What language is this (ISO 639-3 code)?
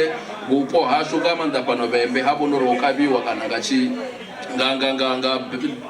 ven